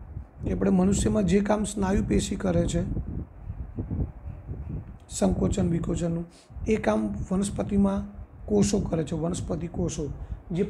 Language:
Gujarati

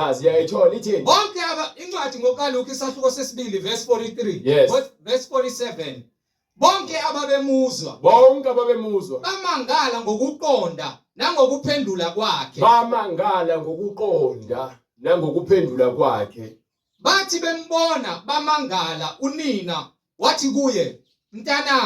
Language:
Zulu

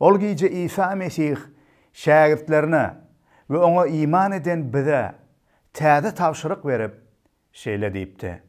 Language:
Turkmen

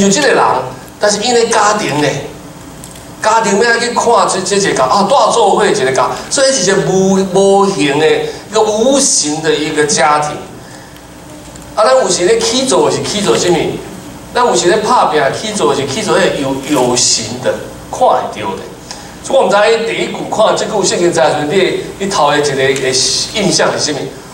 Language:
Min Nan Chinese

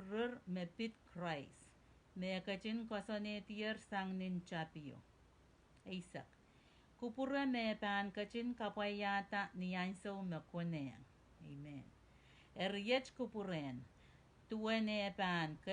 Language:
Pohnpeian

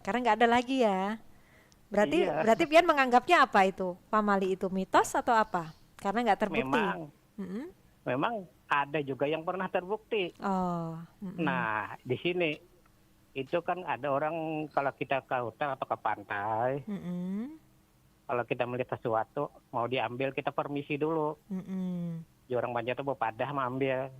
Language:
Banjar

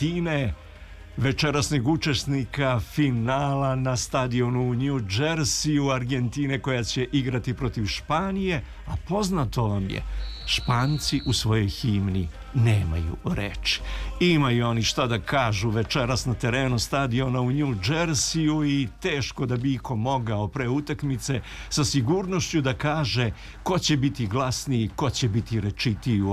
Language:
Serbian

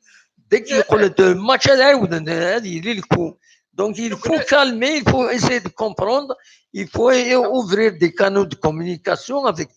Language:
Kabyle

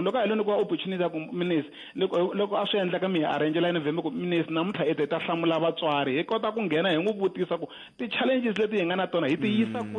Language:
Tsonga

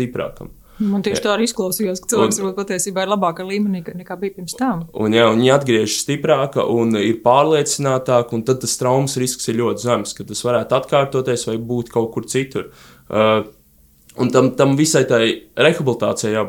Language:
Latvian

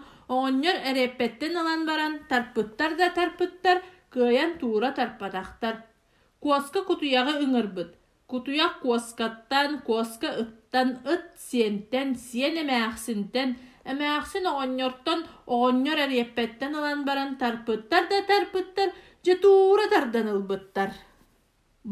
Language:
Yakut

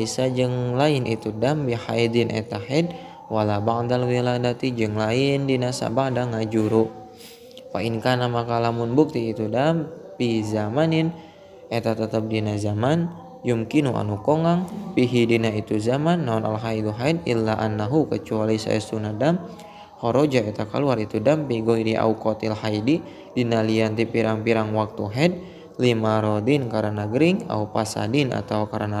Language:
Sundanese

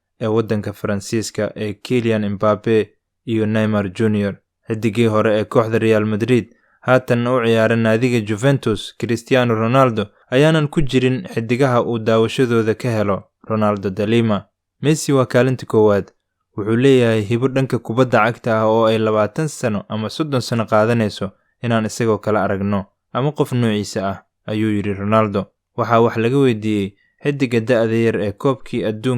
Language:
Somali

